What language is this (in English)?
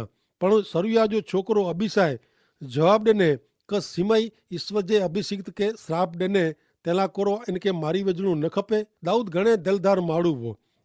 Kachhi